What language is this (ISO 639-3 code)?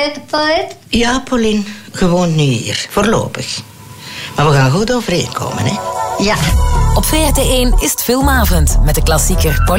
nld